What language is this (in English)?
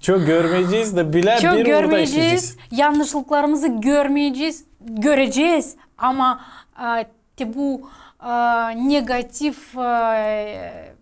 Gagauz